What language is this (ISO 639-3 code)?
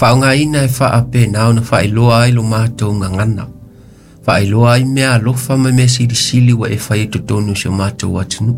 smo